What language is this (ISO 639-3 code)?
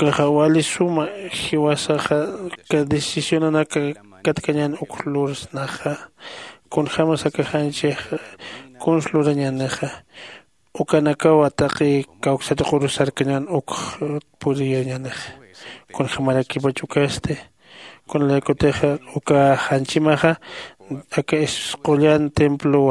aym